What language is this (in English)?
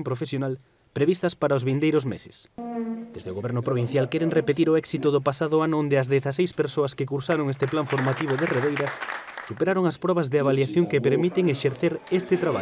Galician